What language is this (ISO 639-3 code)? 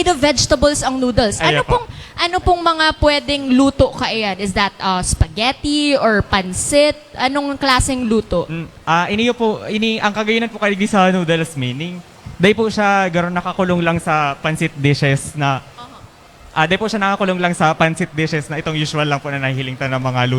bik